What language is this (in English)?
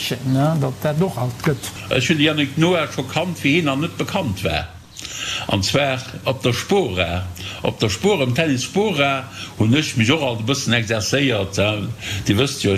Luxembourgish